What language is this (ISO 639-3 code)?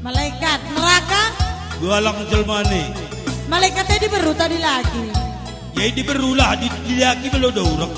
btx